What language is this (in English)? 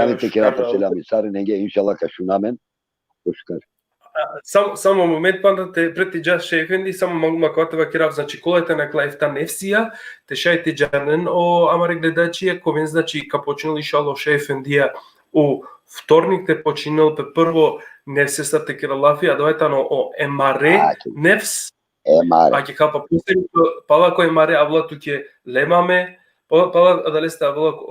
Balkan Romani